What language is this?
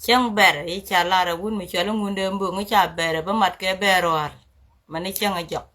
Nuer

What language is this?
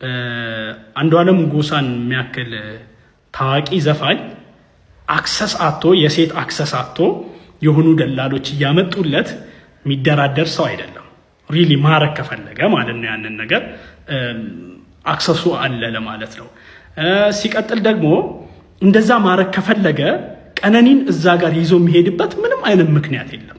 Amharic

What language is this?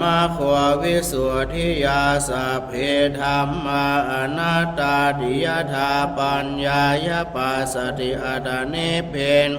Pali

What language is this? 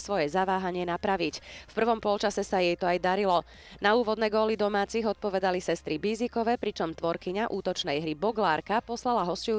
Slovak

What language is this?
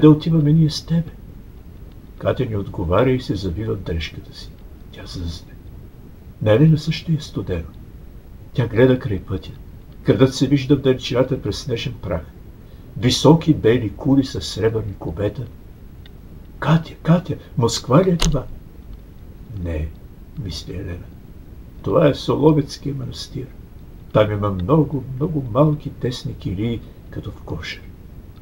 Bulgarian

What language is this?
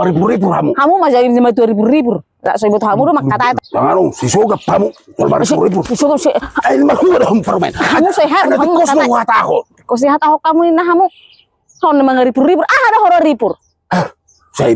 Batak Toba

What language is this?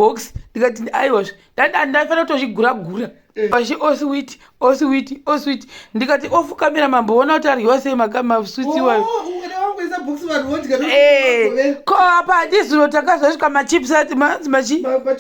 Shona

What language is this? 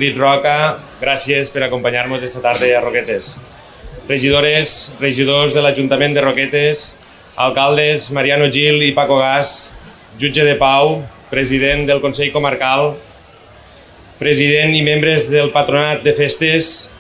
Catalan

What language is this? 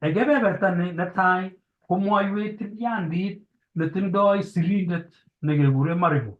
Kalenjin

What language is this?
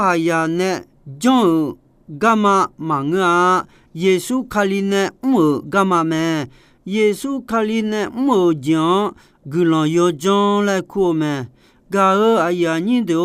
Akha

